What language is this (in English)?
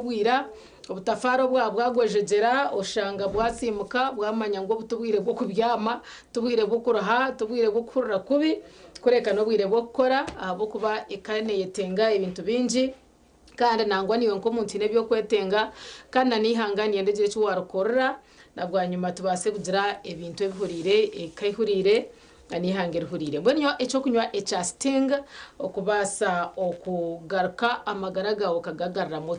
Nyankole